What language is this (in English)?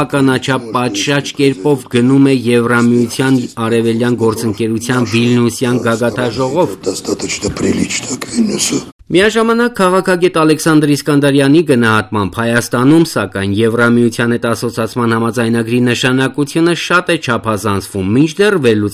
Armenian